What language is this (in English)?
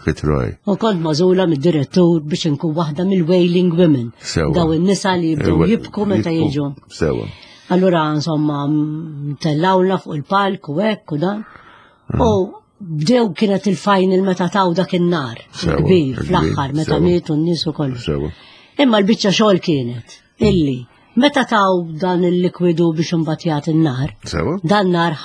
Maltese